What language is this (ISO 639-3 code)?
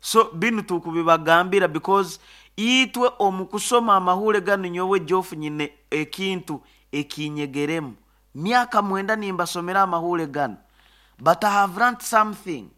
nyo